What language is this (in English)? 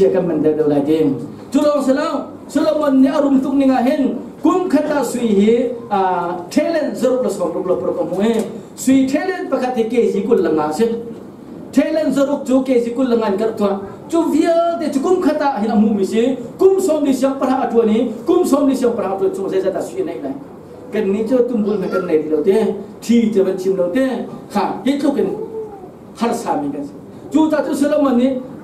Hakha Chin